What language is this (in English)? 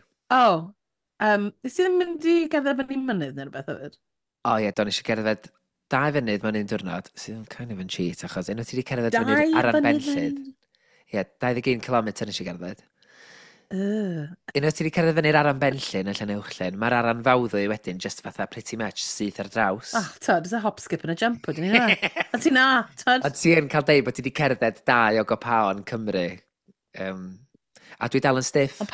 Welsh